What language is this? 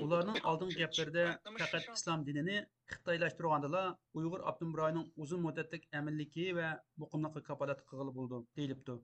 Uyghur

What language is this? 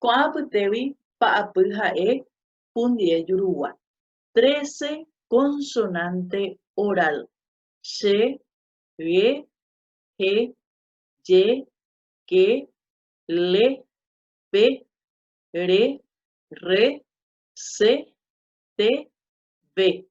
Guarani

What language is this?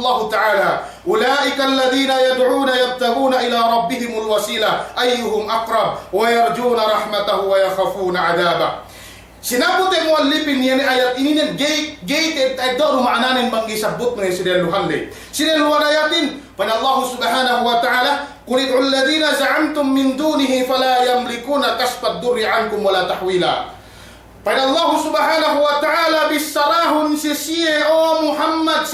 Yakan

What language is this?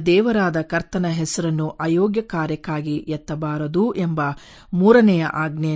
Kannada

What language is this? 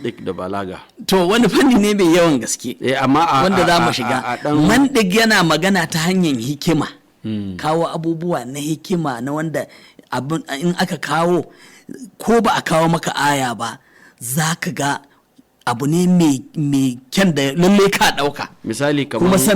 Hausa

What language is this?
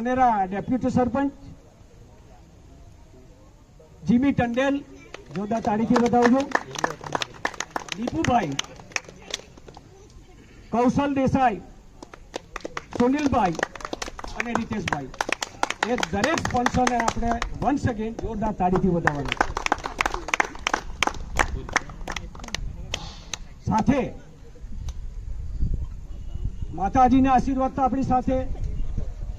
Gujarati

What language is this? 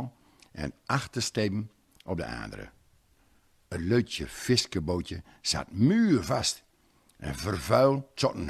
Gronings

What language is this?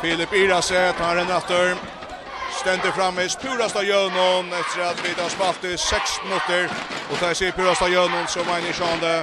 Faroese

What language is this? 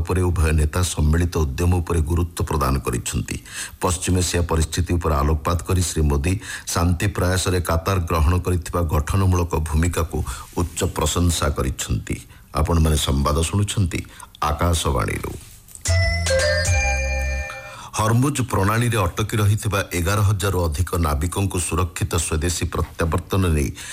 Odia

